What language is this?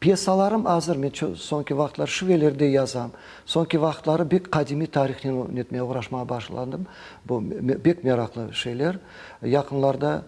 Crimean Tatar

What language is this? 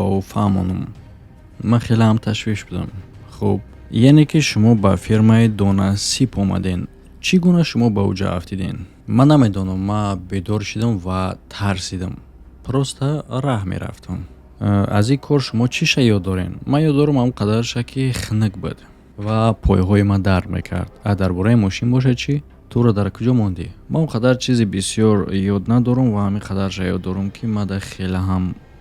Tajik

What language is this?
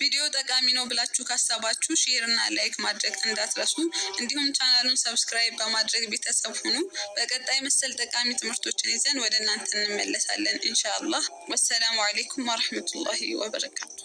Amharic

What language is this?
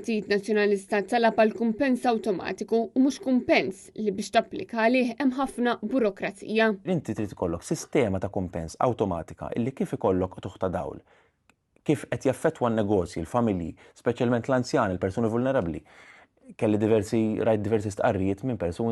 Maltese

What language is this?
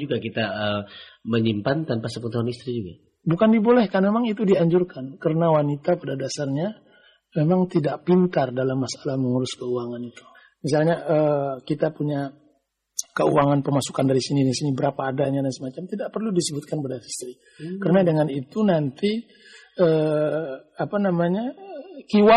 Indonesian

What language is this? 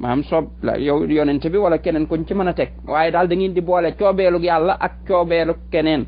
Wolof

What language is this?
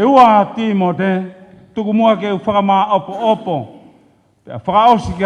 Tongan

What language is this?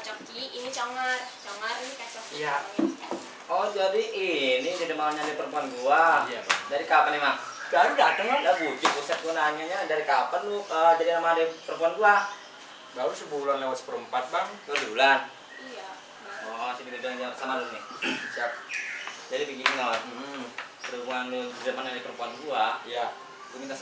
Betawi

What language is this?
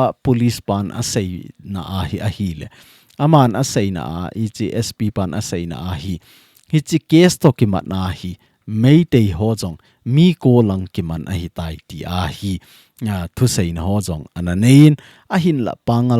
Thado Chin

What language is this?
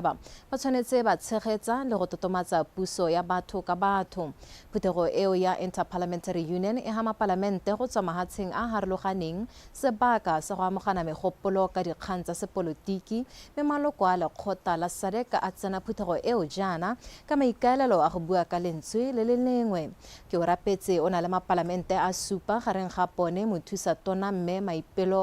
Tswana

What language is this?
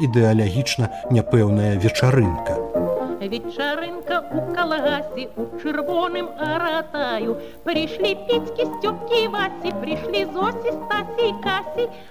Belarusian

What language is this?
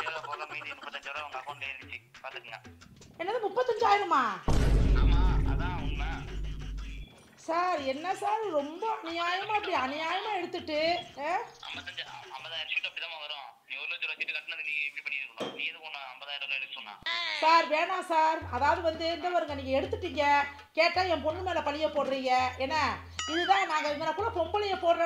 Tamil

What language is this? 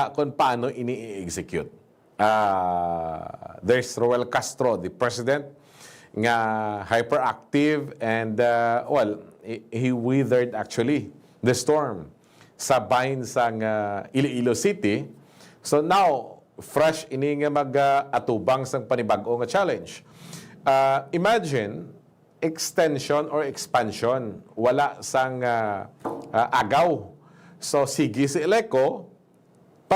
Hiligaynon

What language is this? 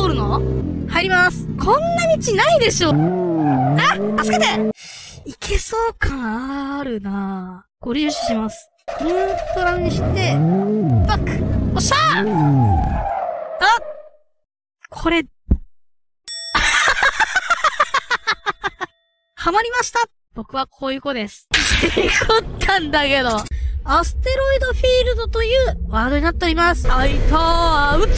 Japanese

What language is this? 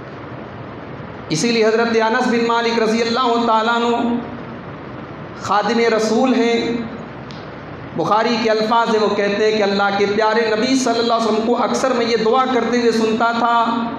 Hindi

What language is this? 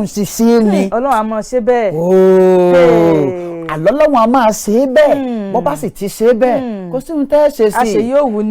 Yoruba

